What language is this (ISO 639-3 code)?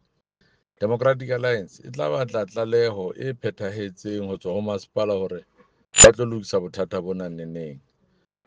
sot